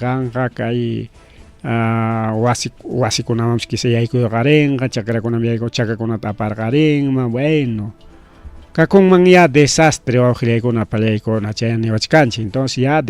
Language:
Ayacucho Quechua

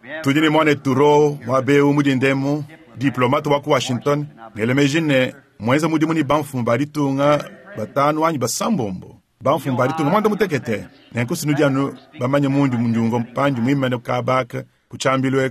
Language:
Luba-Lulua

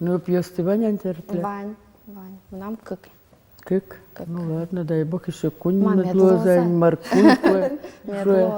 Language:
Udmurt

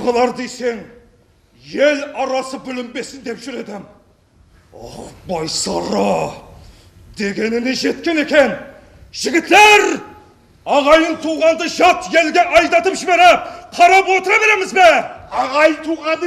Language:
Kara-Kalpak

